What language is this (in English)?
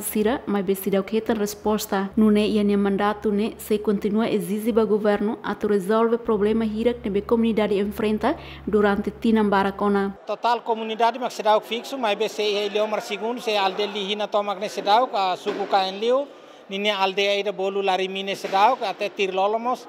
Tetum